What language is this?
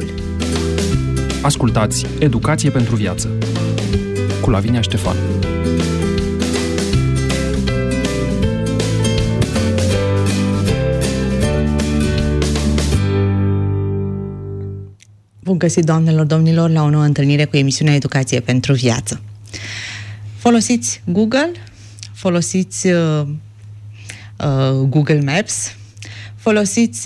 Romanian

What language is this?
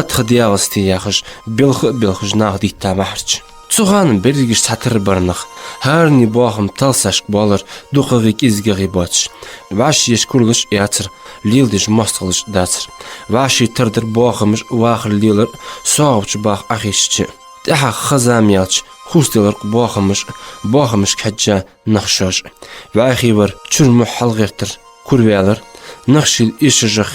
Ingush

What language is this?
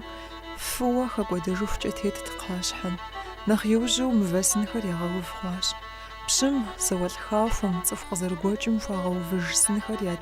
Kabardian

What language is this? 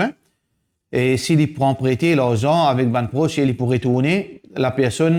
Morisyen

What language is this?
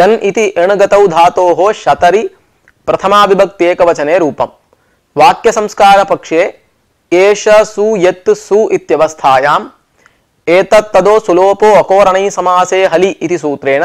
Sanskrit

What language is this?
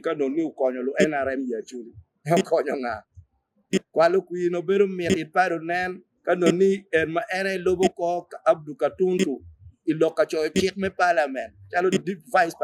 Acoli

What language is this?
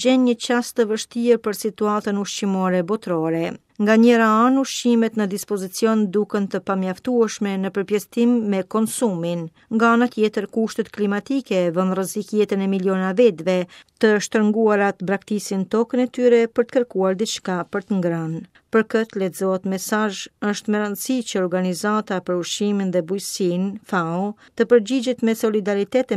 Albanian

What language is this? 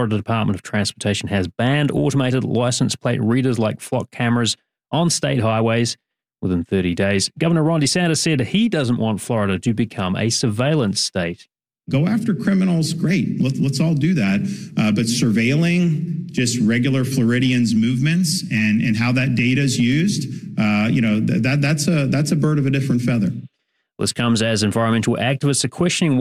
English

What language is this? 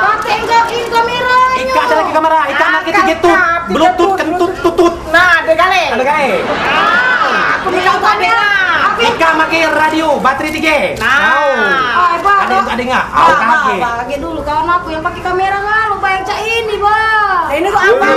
Musi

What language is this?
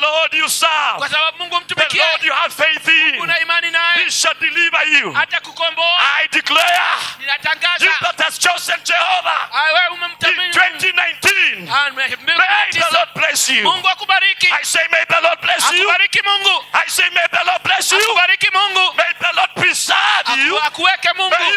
Swahili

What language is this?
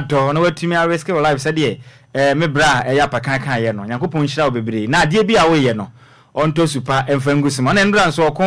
Akan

